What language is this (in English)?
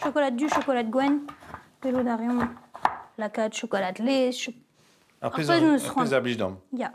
Breton